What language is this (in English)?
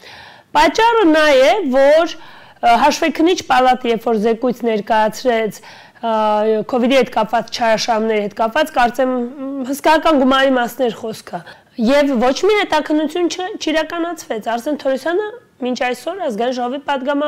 Armenian